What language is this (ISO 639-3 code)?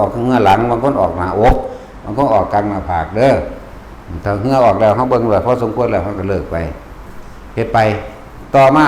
tts